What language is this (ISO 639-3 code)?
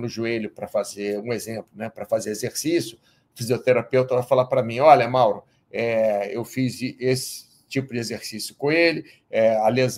por